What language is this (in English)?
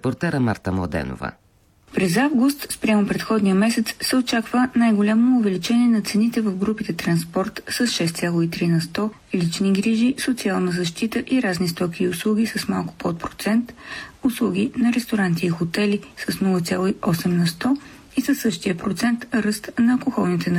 Bulgarian